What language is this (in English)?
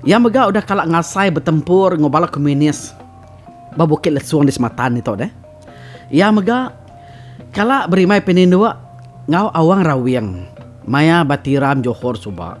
Iban